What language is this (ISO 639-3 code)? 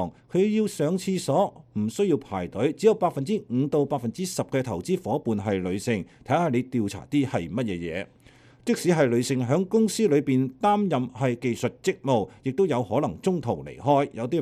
yue